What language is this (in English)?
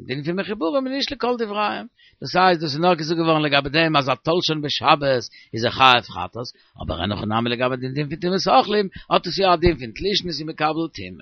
Yiddish